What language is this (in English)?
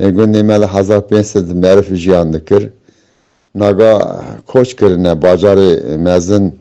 Kurdish